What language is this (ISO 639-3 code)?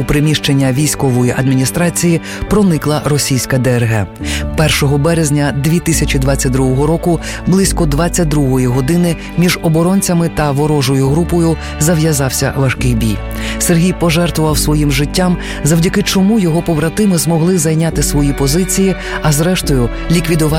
ukr